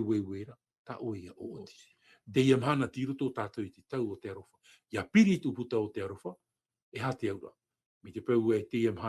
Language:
Tahitian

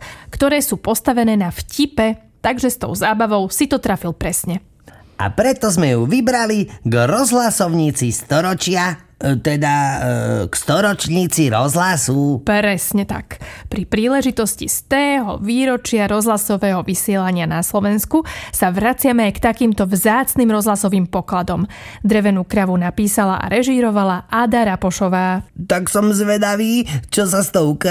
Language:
Slovak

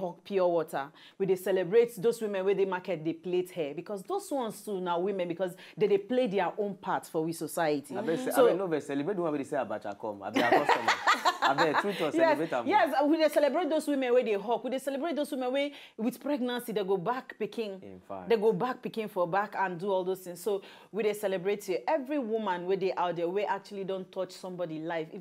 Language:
Nigerian Pidgin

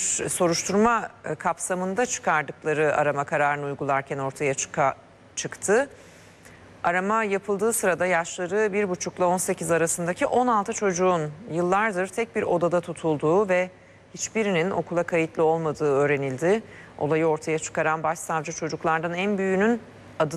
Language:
Turkish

